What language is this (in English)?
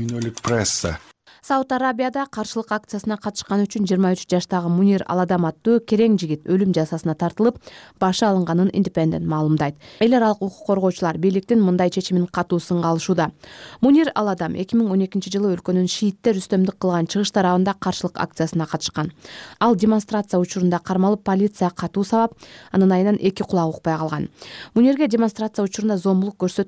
Kyrgyz